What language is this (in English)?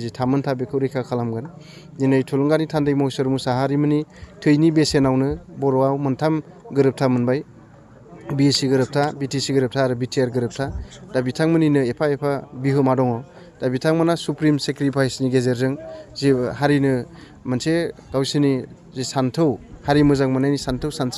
Bodo